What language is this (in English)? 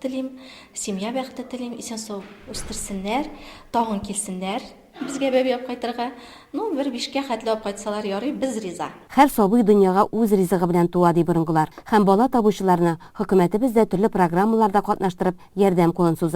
Tatar